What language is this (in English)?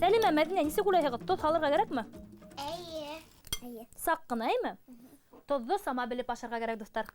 Bashkir